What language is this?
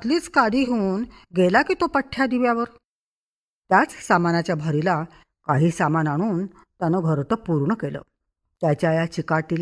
Marathi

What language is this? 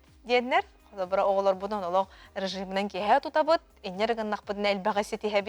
Yakut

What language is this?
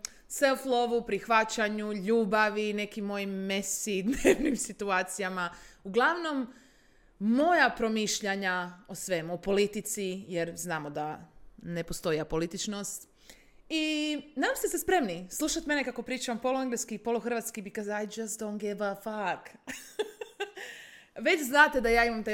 Croatian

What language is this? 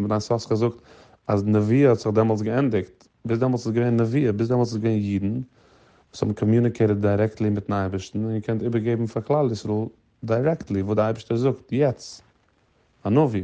Yiddish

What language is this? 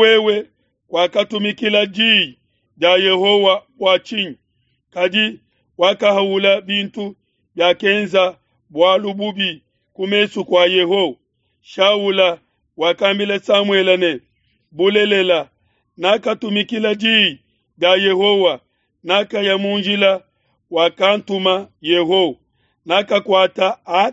Luba-Lulua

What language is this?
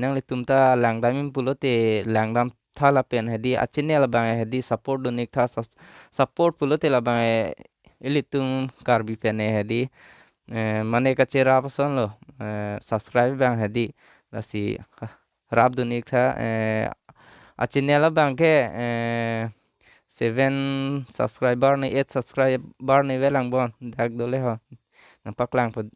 Karbi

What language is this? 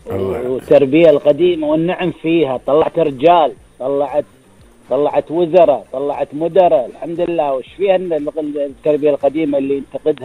Gulf Arabic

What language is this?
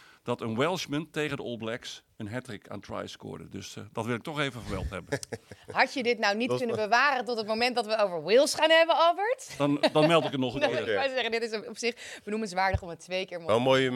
Dutch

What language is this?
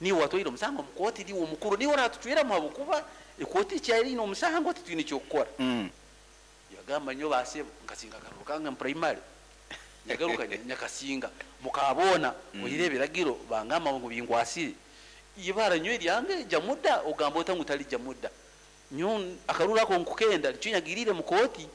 Nyoro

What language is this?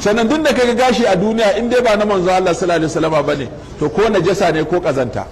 Hausa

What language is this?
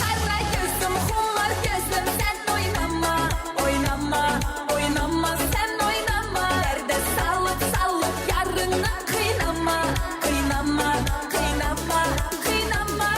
Kara-Kalpak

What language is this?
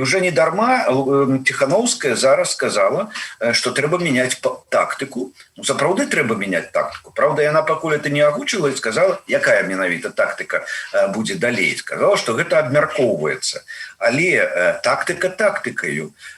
Belarusian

